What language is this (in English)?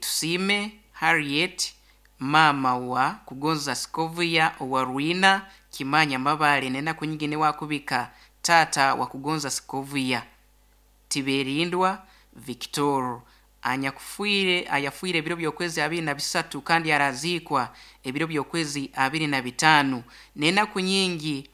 Nyankole